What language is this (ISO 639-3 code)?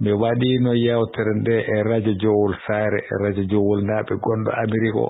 ful